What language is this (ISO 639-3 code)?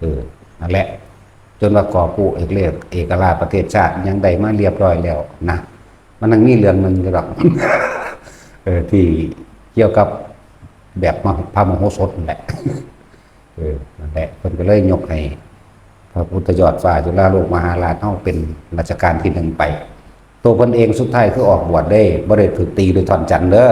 lao